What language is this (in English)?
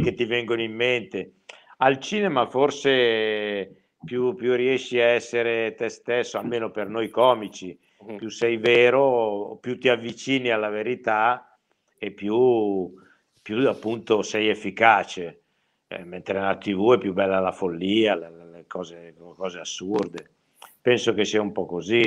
Italian